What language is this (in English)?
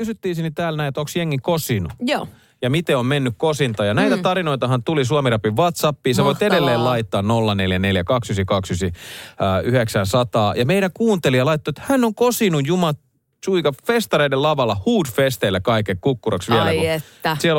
Finnish